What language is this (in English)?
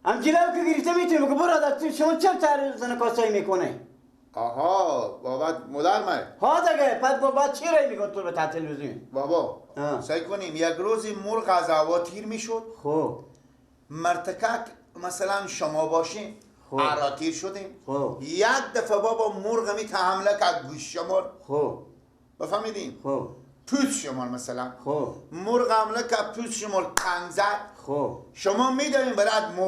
Persian